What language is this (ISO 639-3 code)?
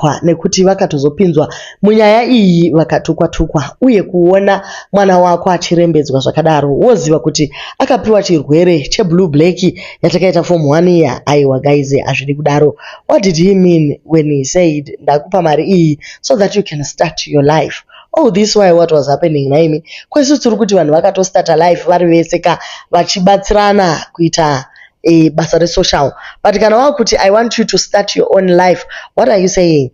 sna